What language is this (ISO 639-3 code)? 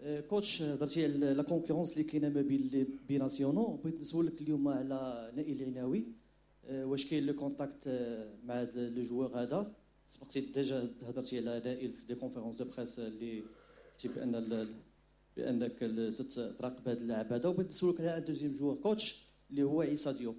ary